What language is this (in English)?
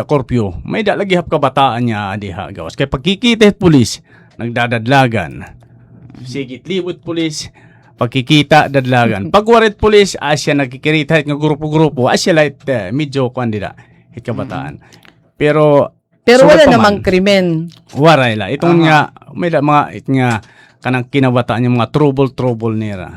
Waray